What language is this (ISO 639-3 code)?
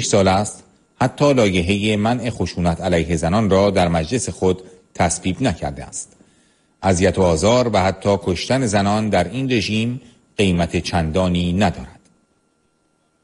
fas